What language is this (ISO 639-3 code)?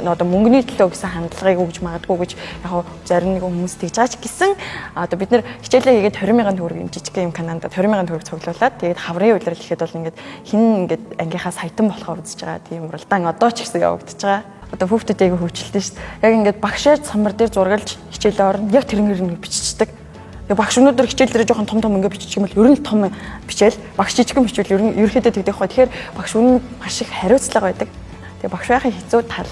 mon